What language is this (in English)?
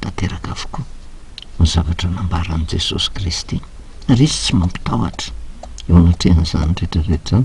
Malagasy